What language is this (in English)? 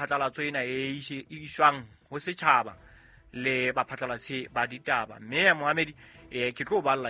Southern Sotho